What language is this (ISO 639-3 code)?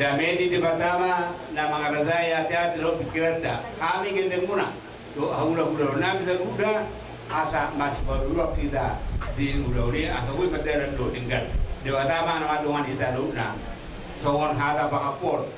bbc